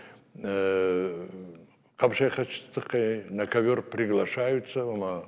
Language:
Ossetic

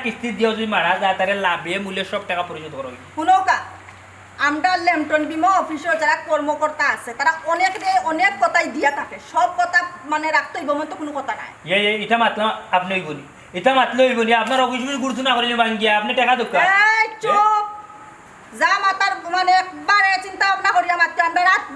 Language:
Sylheti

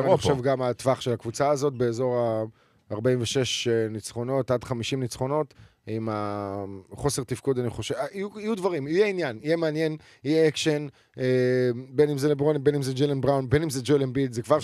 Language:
Hebrew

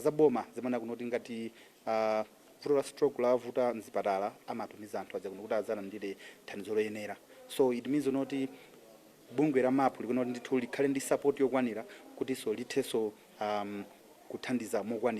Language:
Nyanja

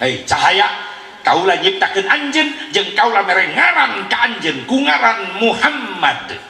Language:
Sundanese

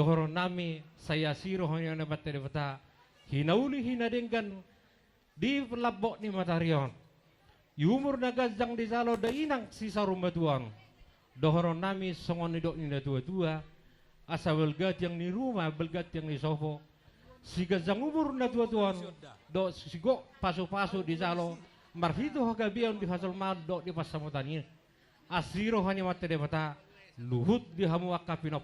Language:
Batak Toba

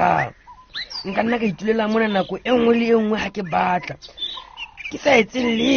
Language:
Southern Sotho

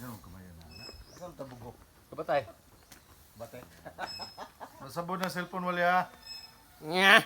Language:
Cebuano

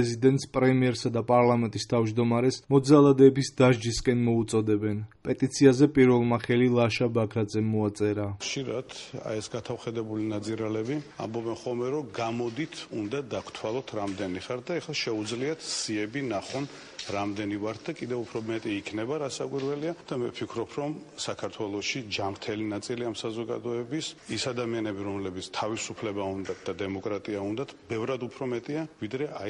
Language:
Georgian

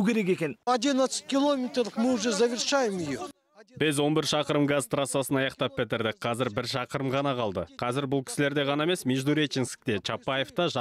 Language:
Kazakh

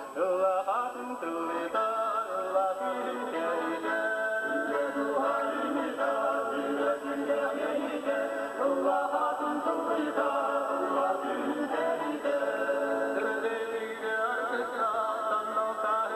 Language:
Yakut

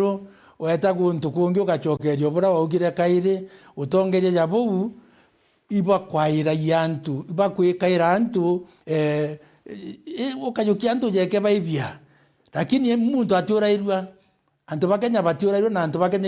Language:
Meru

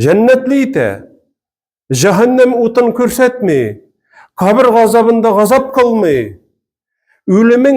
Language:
Tatar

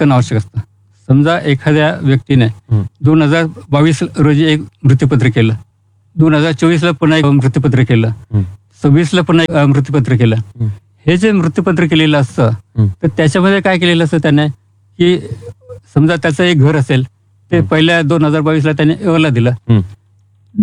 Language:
Marathi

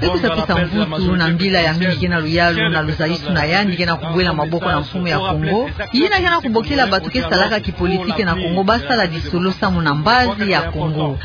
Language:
Kituba (Democratic Republic of Congo)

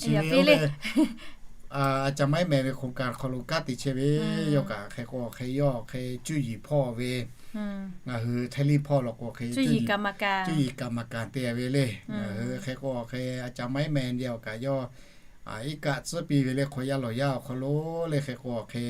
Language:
Lahu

